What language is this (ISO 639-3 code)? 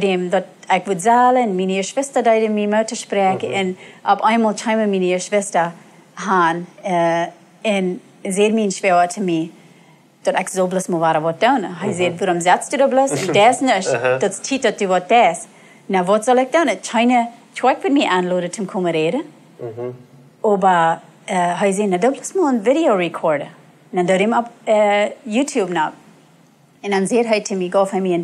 pdt